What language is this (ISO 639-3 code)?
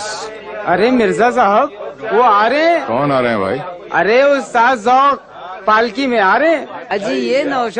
awa